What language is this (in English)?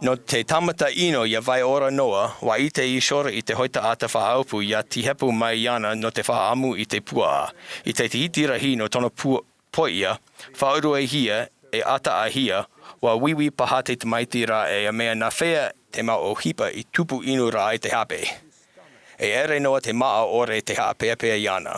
Tahitian